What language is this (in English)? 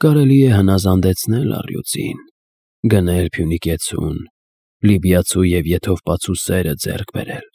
Armenian